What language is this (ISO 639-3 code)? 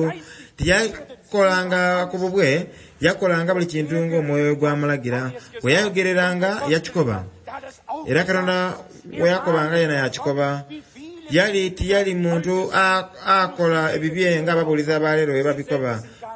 xog